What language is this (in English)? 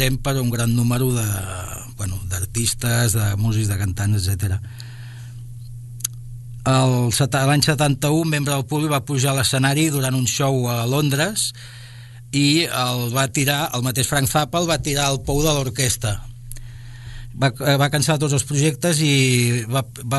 Catalan